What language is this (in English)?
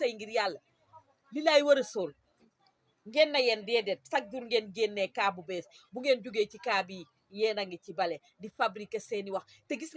Wolof